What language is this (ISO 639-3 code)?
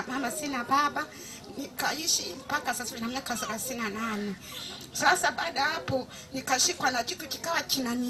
swa